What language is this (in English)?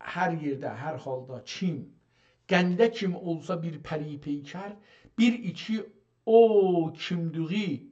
South Azerbaijani